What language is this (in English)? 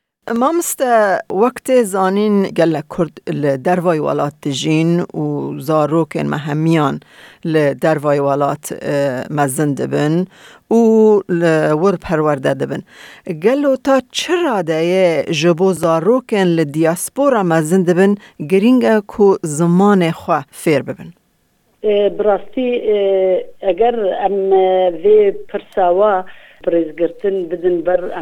Kurdish